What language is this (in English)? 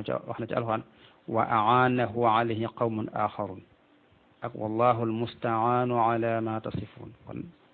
Wolof